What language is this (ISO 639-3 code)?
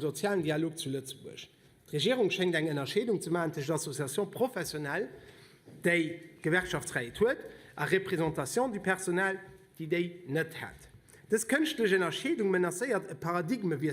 ltz